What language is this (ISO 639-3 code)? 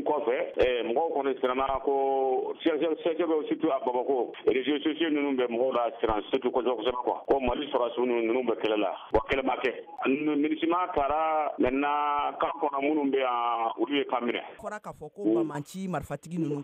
bam